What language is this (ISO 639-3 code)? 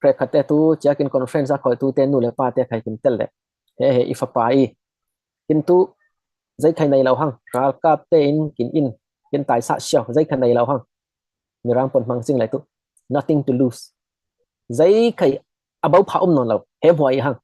cfm